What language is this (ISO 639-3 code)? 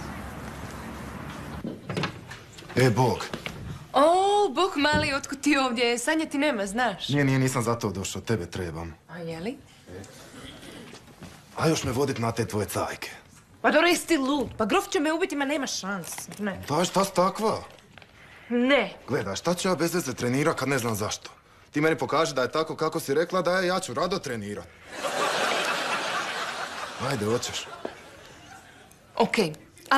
hrv